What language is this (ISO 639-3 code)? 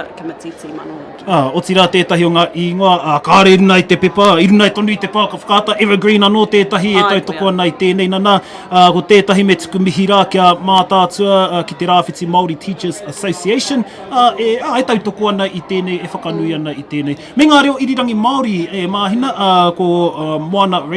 mri